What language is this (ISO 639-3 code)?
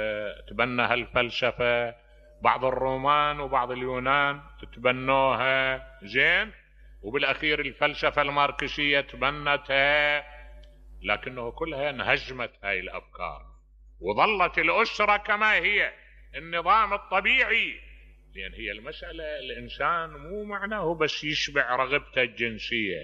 acm